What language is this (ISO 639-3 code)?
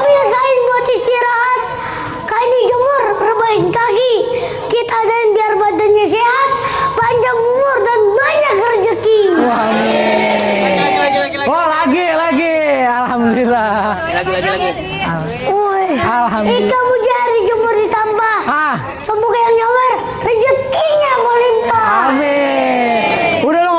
bew